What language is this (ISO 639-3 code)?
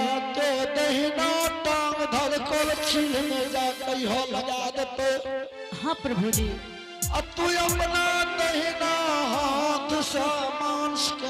anp